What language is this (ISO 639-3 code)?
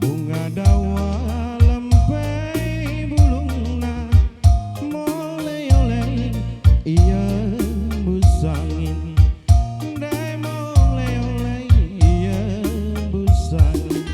btx